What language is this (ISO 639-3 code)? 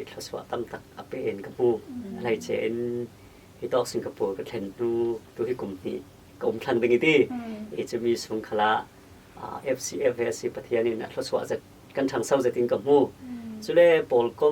cfm